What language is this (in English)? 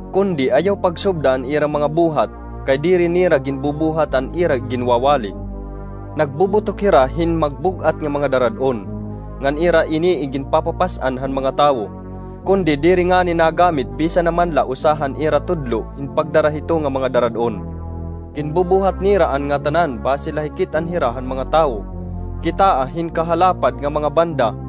Waray